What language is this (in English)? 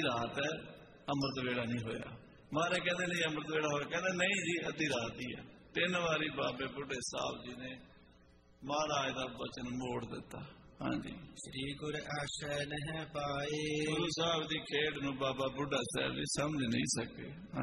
Punjabi